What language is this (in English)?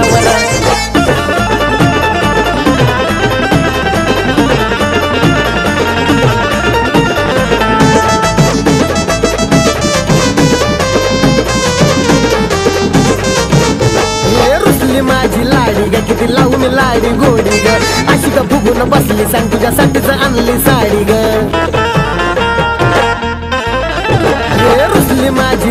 Marathi